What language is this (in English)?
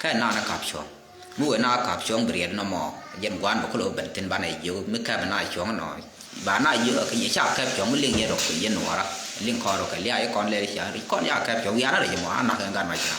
Nuer